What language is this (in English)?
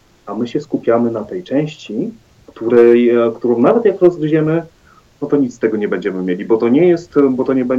Polish